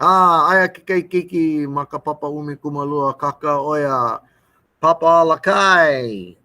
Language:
Hawaiian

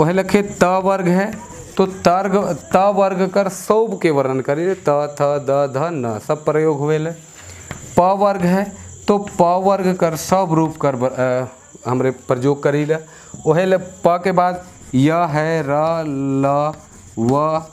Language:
Sadri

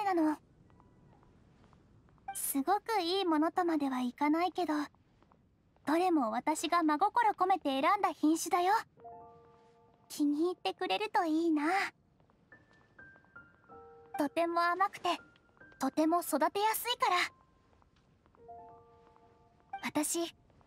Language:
Japanese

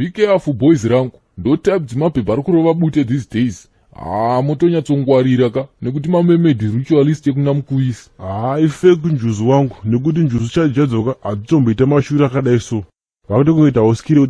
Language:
Shona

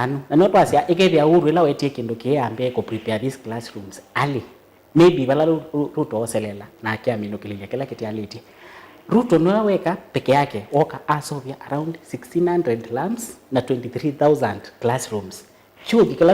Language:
Kamba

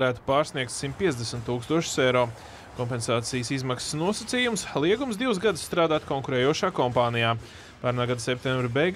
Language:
Latvian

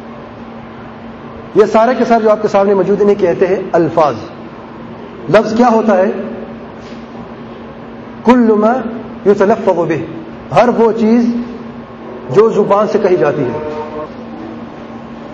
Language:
Urdu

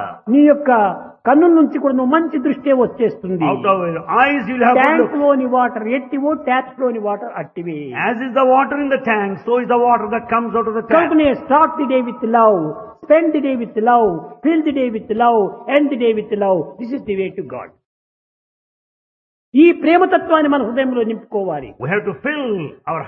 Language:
Telugu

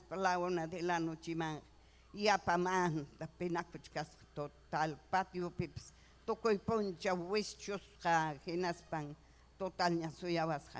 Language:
Ayacucho Quechua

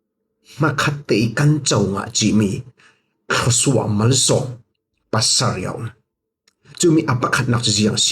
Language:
Falam Chin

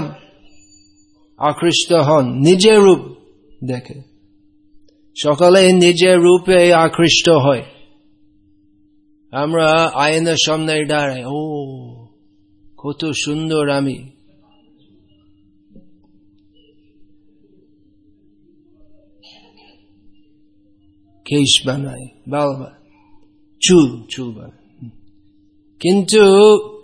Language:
Bangla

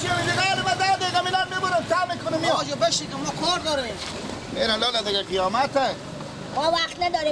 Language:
Persian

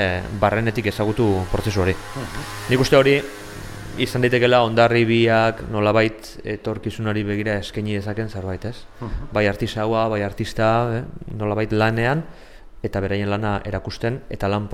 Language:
Basque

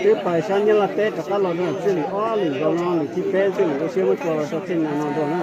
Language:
Hmong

